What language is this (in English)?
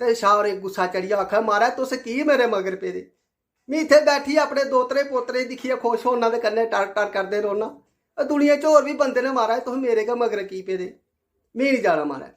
Dogri